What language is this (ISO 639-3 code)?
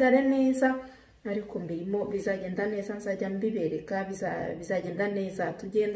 kin